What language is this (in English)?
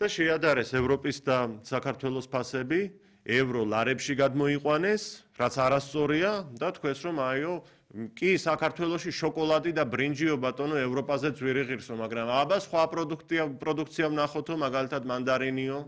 Georgian